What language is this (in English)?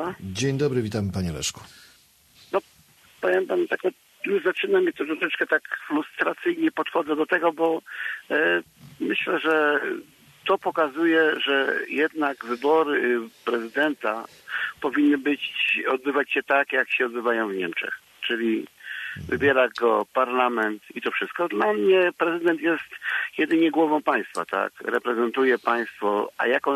Polish